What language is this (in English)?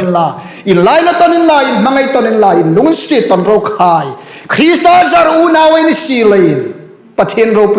Hmar